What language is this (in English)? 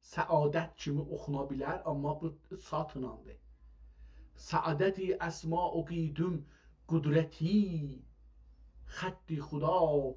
South Azerbaijani